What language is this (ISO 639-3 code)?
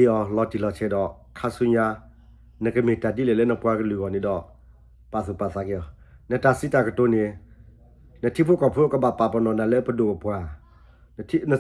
ksw